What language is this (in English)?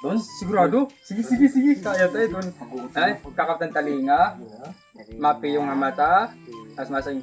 Waray